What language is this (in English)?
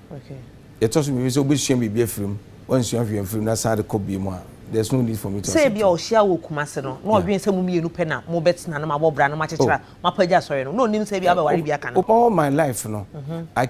Akan